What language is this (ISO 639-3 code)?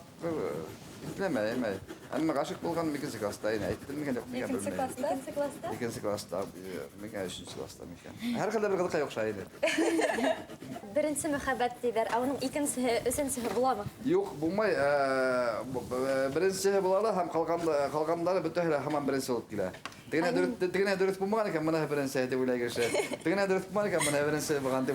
bak